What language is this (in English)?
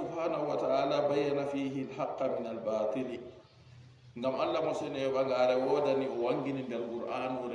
Fula